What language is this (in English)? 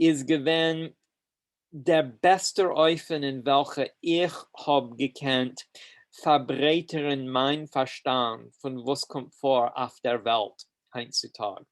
Yiddish